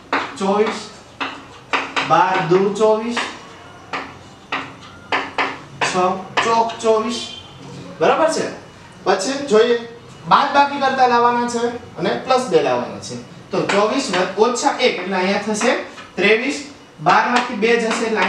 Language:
Gujarati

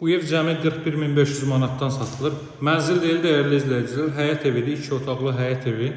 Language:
Azerbaijani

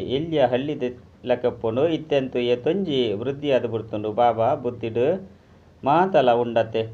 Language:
Tulu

